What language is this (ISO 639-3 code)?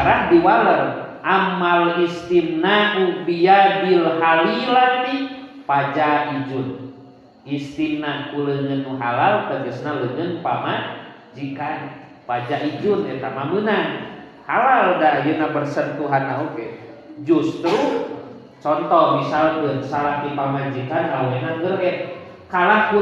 sun